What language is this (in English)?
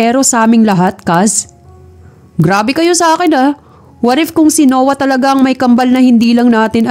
Filipino